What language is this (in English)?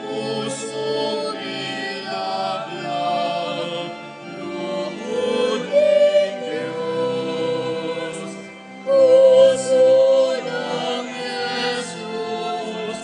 Pampanga